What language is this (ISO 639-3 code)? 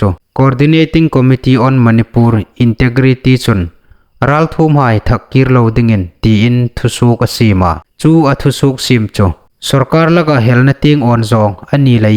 hmr